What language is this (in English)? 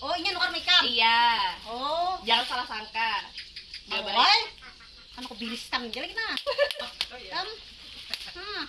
Banjar